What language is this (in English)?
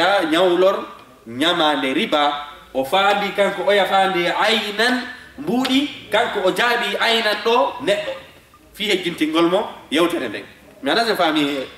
Fula